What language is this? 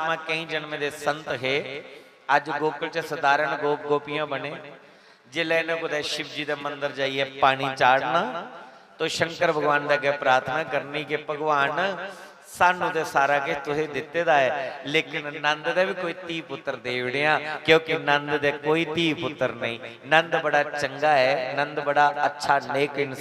Dogri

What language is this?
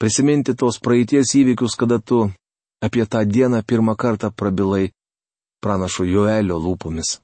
Lithuanian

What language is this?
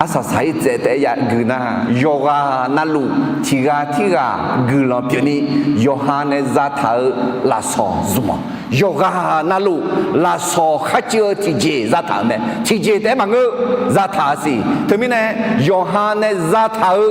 Akha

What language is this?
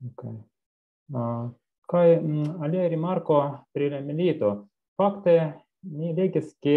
Esperanto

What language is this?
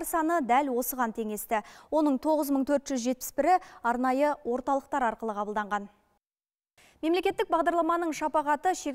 Kazakh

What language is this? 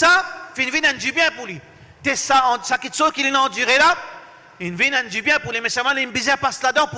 Morisyen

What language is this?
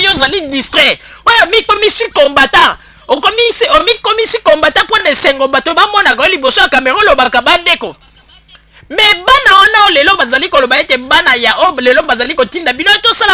Lingala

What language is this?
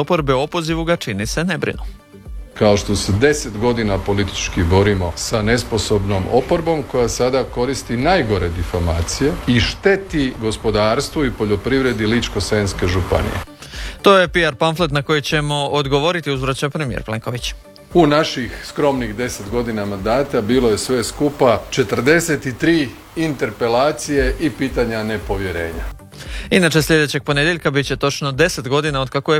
Croatian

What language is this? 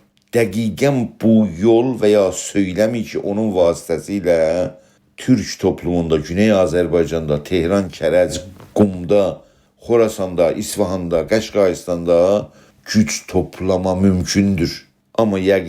South Azerbaijani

